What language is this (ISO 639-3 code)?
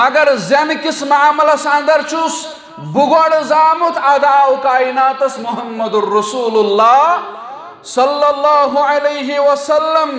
kas